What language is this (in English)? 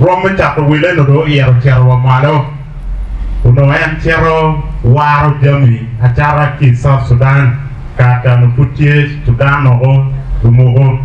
Acoli